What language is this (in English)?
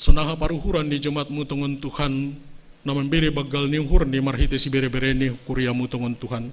Batak Simalungun